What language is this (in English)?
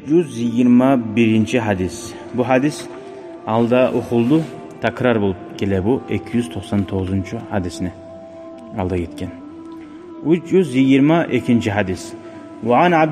Kumyk